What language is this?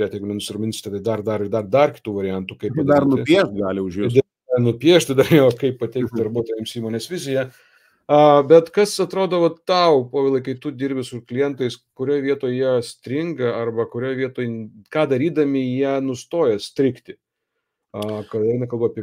Lithuanian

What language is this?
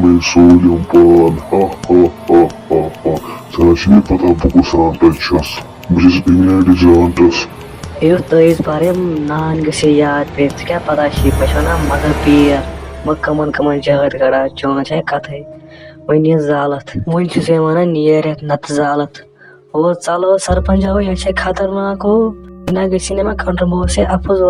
Kashmiri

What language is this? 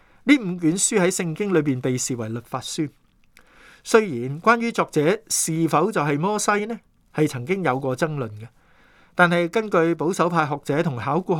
Cantonese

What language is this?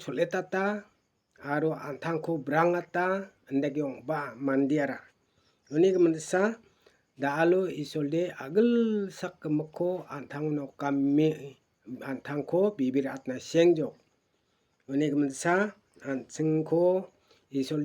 Garo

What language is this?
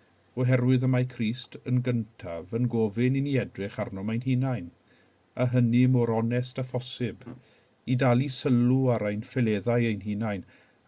Welsh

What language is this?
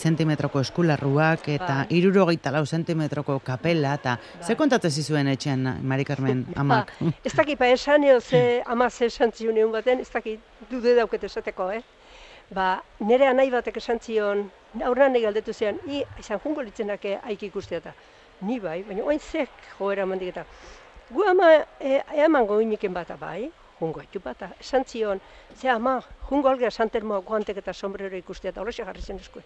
Basque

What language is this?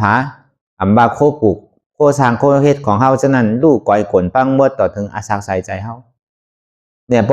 Shan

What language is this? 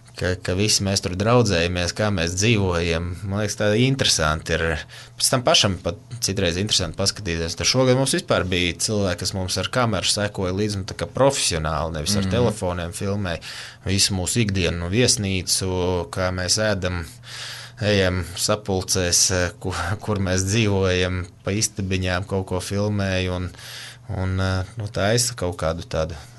Latvian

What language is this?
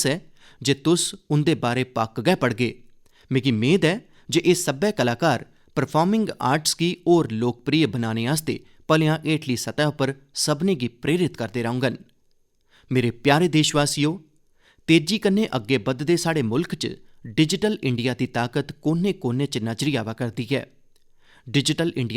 Dogri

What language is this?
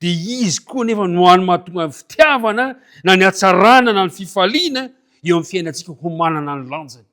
Malagasy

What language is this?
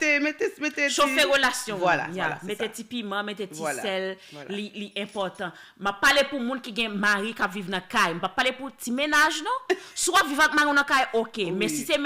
Haitian Creole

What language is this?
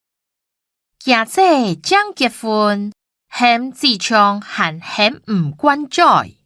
Hakka Chinese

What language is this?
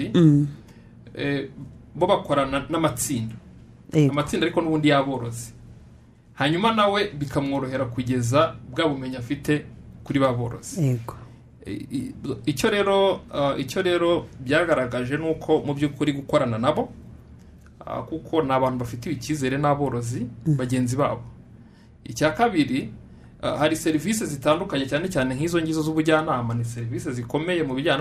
Kinyarwanda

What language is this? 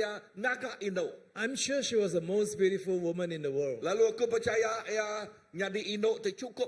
Iban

